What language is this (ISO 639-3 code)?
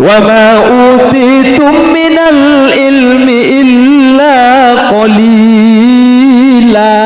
mad